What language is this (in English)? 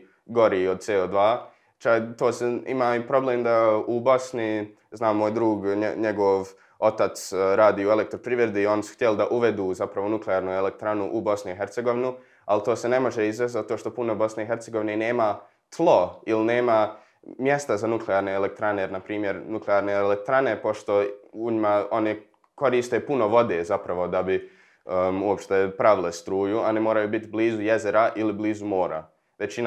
Croatian